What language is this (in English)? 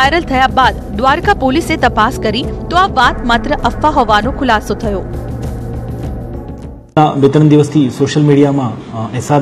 Gujarati